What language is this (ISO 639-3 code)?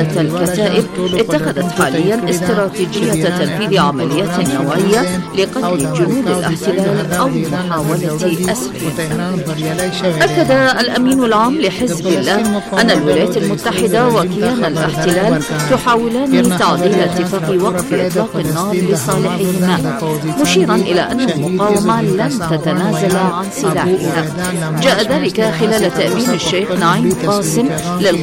ara